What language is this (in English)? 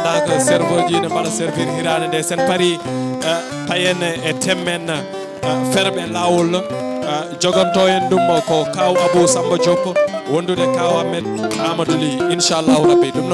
Fula